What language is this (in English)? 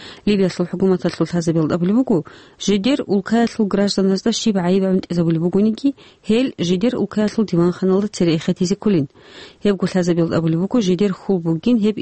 Avaric